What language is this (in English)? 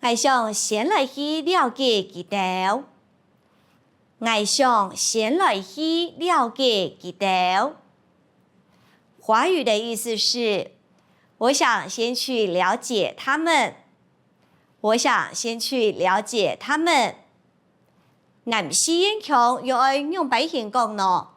Hakka Chinese